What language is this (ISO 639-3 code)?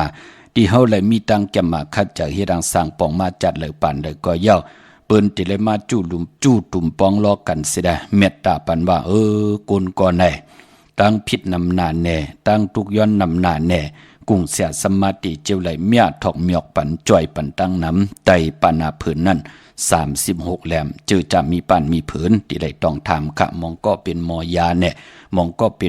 shn